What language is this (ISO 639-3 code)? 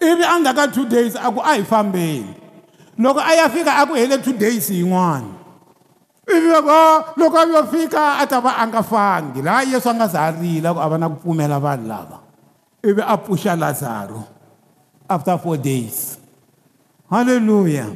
tso